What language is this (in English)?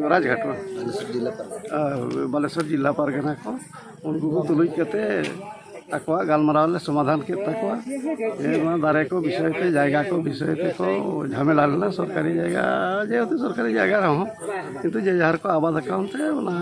Santali